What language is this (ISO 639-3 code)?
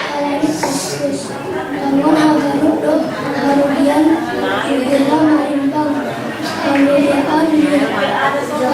bts